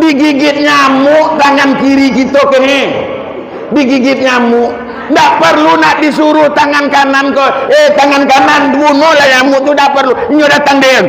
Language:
Minangkabau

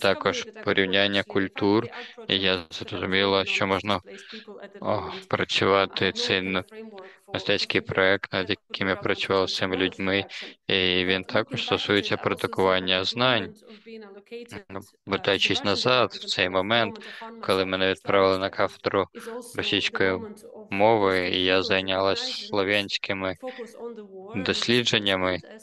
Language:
Ukrainian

